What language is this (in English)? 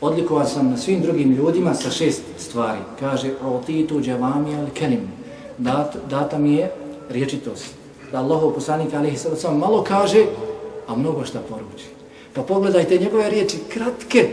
Bosnian